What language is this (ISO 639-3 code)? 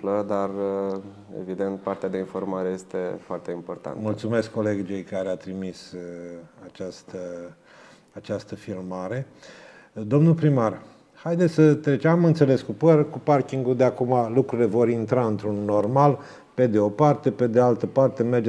ron